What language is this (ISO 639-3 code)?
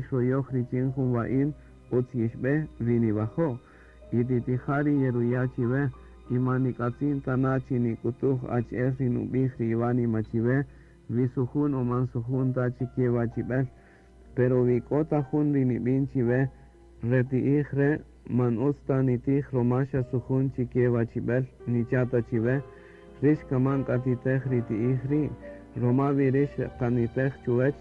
cak